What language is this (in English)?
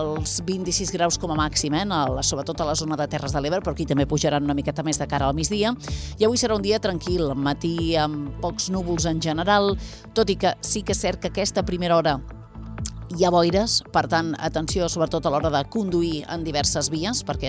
Catalan